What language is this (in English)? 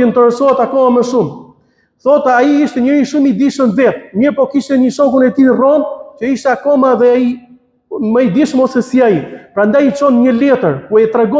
Albanian